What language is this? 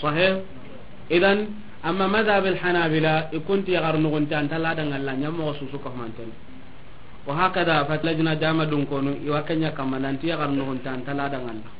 Soninke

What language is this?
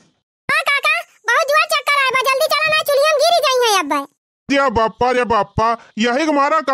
Awadhi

